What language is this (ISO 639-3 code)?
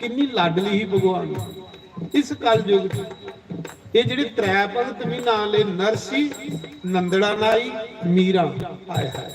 doi